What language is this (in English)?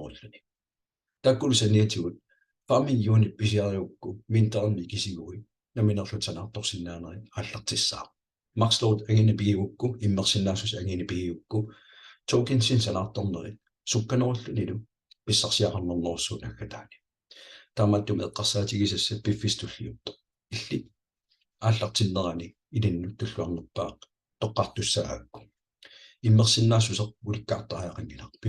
Kalaallisut